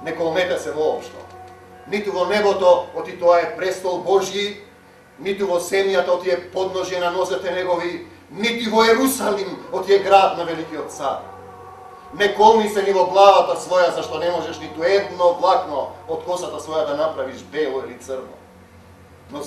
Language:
Macedonian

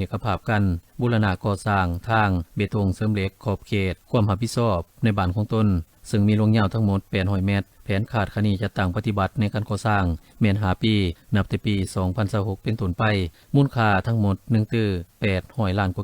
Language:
Lao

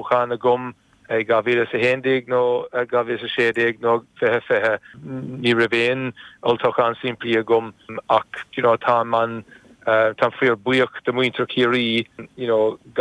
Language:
Irish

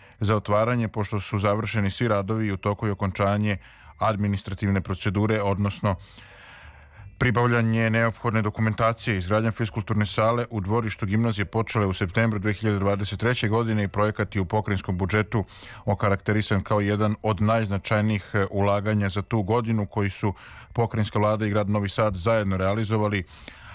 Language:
Serbian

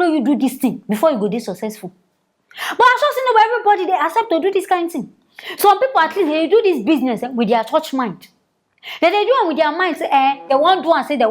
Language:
Nigerian Pidgin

